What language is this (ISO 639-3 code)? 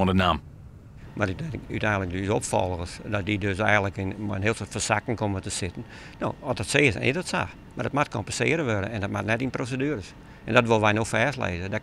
fry